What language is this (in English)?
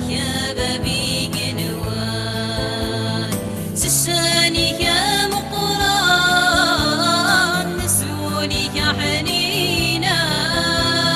Kabyle